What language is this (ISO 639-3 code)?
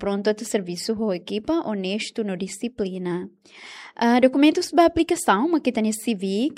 tet